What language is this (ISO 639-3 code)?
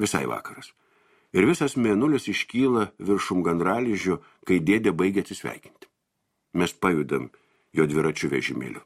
lit